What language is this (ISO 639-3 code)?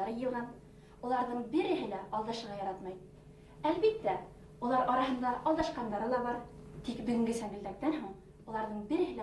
bak